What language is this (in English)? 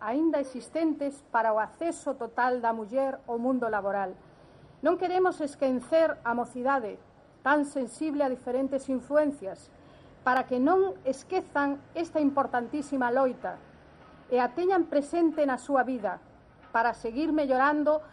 Galician